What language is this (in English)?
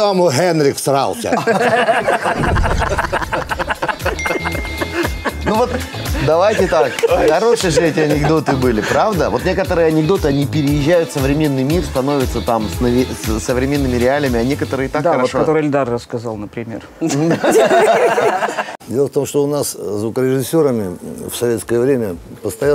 Russian